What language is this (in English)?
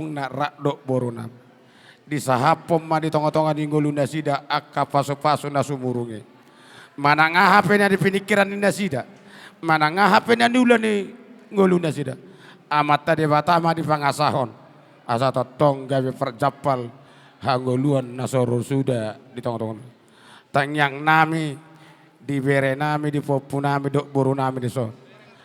Batak Toba